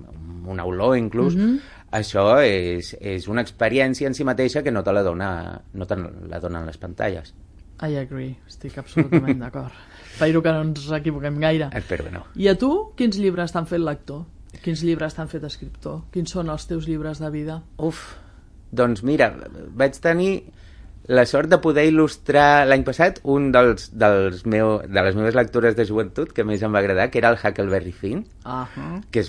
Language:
Catalan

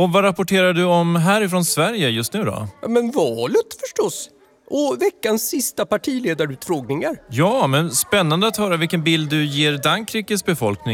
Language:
Swedish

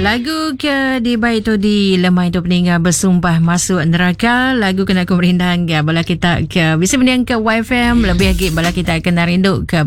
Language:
Iban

